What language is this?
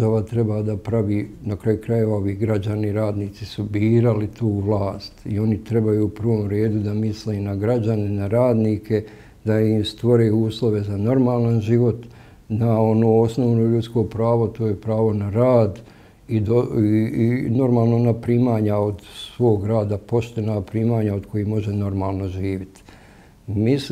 Bosnian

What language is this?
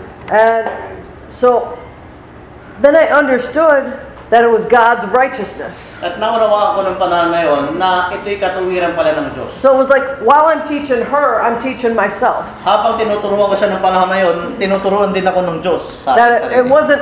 Filipino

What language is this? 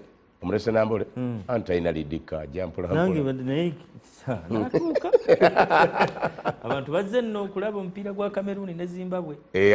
Ganda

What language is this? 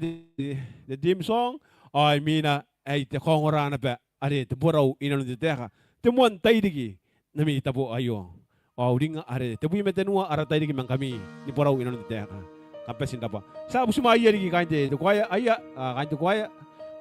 Gilbertese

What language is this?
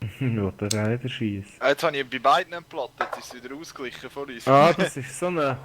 Swiss German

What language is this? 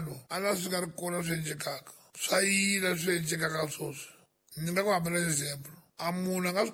Tsonga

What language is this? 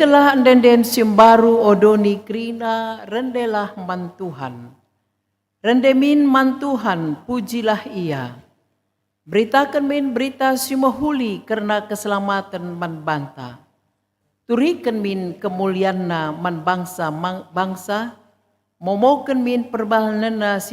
Batak Karo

